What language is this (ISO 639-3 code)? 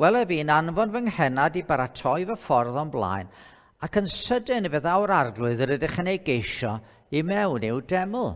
cym